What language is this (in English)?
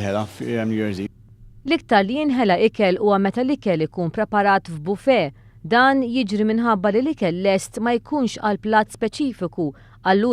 Maltese